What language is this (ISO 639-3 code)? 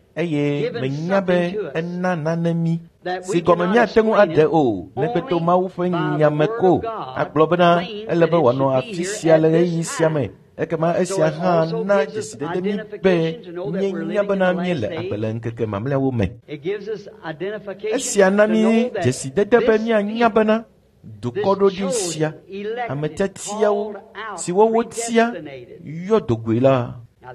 ewe